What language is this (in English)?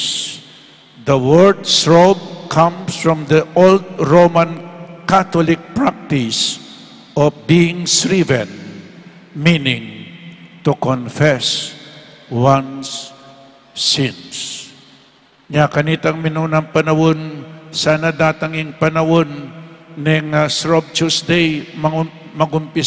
Pampanga